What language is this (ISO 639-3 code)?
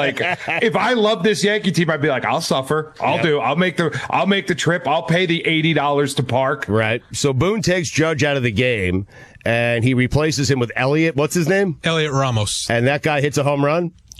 eng